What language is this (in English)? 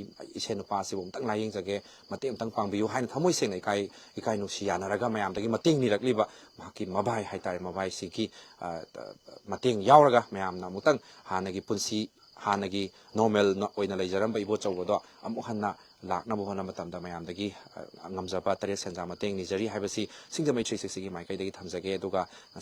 Manipuri